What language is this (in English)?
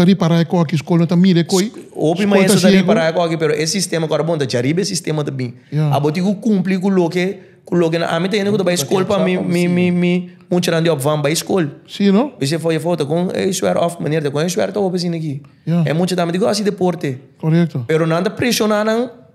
Papiamento